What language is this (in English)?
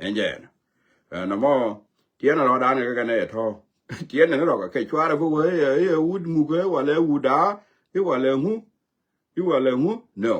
Nuer